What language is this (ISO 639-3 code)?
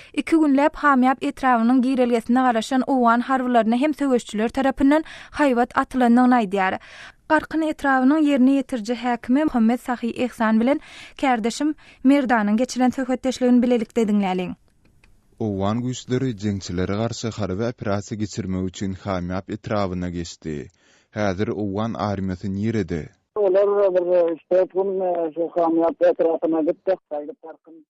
tuk